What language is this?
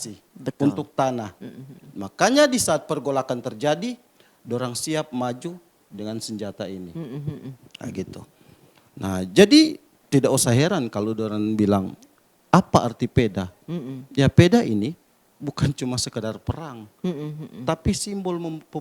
Manado Malay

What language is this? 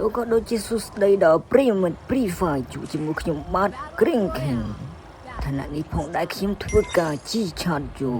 Khmer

